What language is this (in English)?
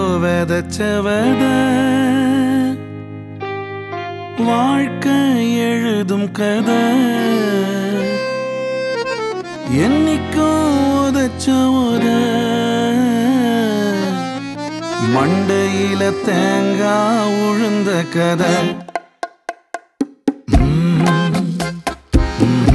Tamil